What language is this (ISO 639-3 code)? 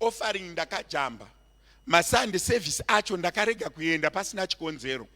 sna